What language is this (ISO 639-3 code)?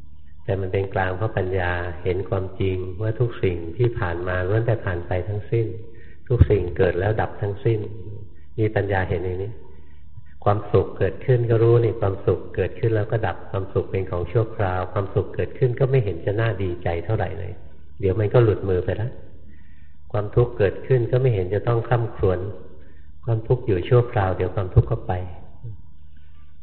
tha